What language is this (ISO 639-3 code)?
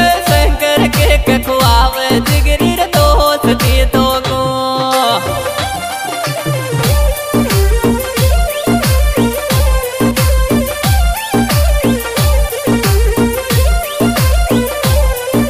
bho